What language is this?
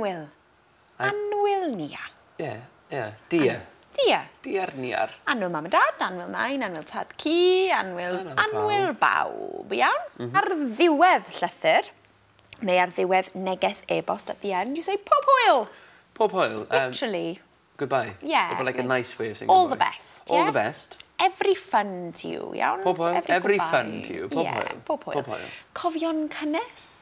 Welsh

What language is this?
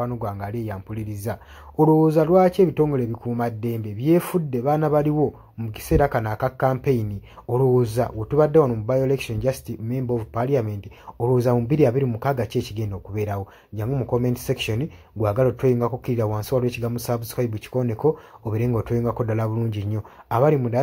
Ganda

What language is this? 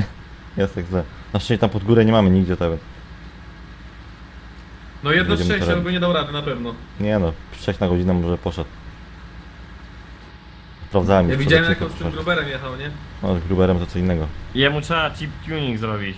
Polish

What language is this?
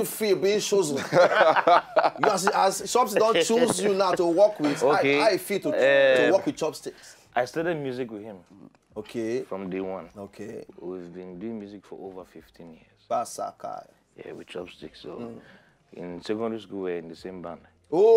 Nigerian Pidgin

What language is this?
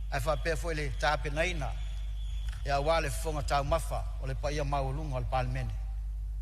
Samoan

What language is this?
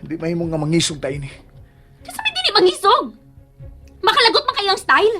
Cebuano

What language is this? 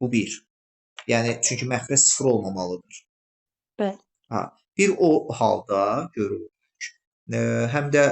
Azerbaijani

